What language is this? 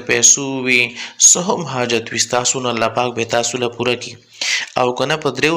Pashto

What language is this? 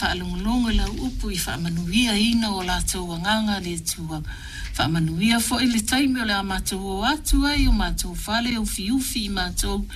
Samoan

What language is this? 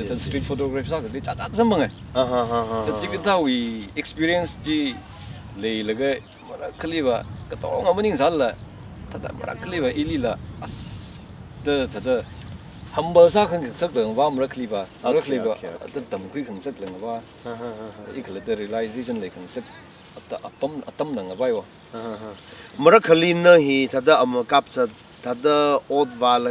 Tangkhul Naga (India)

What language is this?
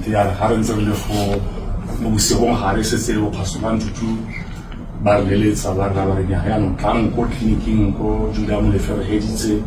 Tswana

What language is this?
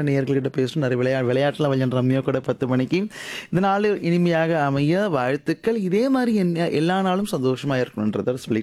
Tamil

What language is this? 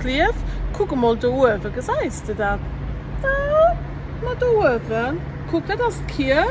Luxembourgish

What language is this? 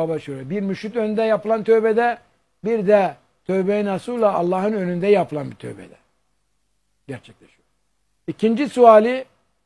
Turkish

